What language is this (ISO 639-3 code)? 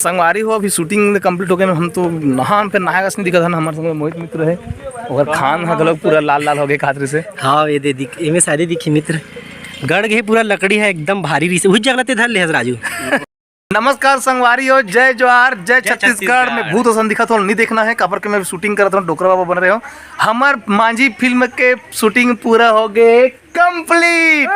hne